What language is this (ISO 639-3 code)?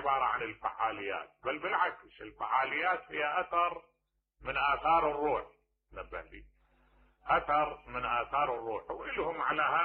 acm